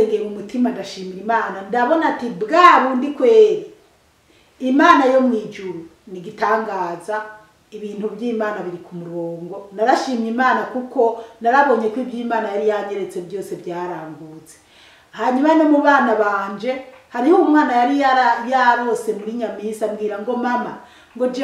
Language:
Rundi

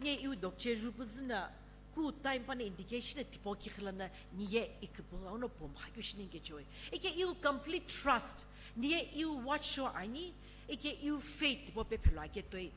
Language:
Sumi Naga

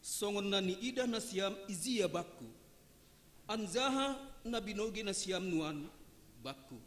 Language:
Batak Simalungun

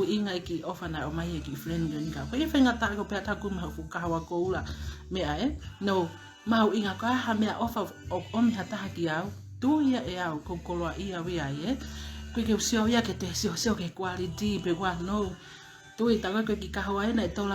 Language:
Tongan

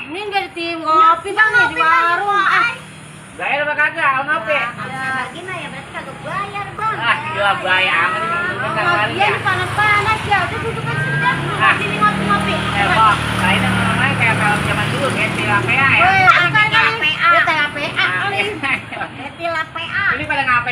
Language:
Betawi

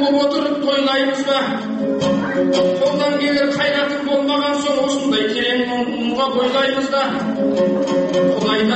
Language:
Kazakh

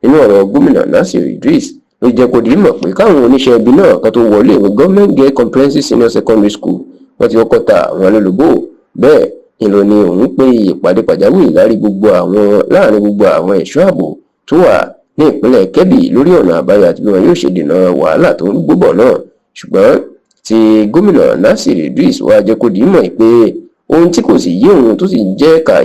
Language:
Yoruba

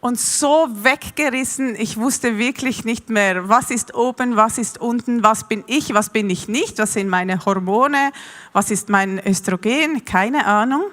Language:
Swiss German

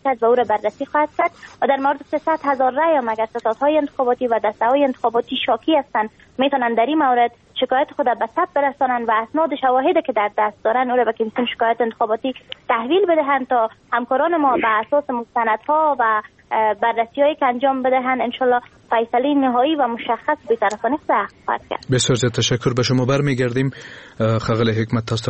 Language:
Persian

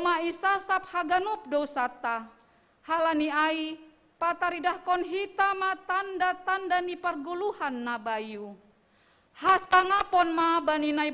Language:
Batak Simalungun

